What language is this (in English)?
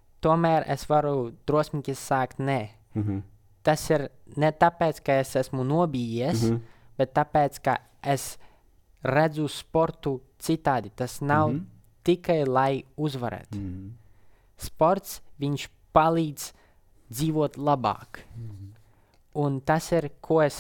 Latvian